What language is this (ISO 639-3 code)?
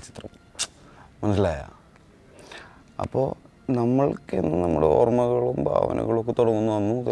mal